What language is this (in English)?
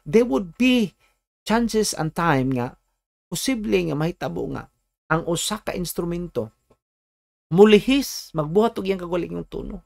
Cebuano